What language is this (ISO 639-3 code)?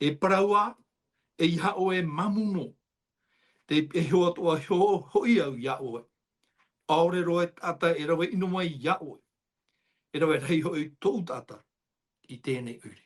tah